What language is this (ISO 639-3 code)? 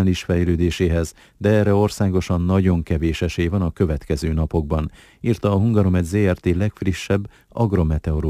hun